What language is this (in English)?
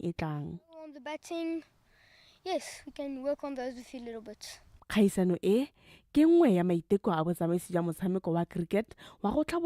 Tswana